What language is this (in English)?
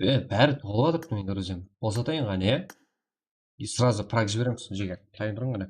Kara-Kalpak